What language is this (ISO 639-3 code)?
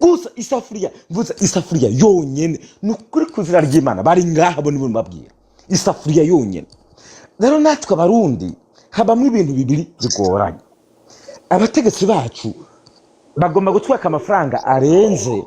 run